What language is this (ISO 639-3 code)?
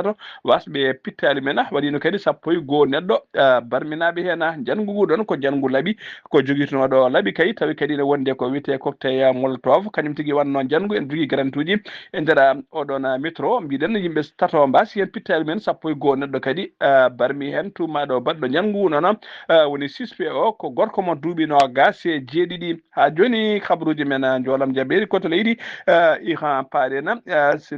ful